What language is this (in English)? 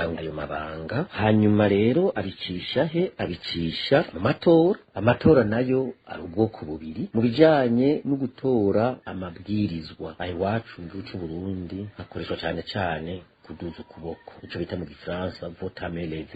Rundi